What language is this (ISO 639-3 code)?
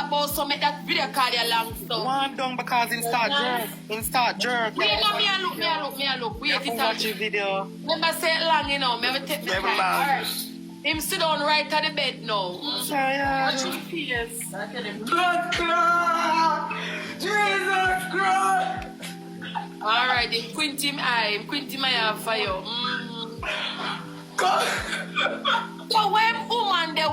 jam